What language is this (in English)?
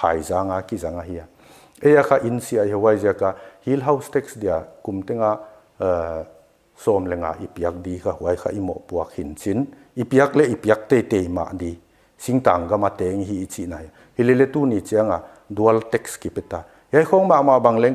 Paite Chin